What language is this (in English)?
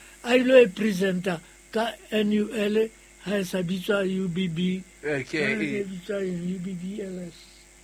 Southern Sotho